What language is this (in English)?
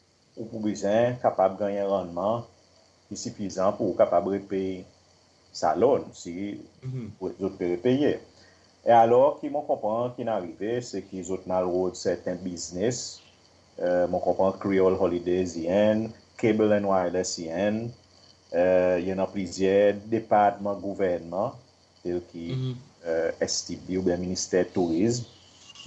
Seselwa Creole French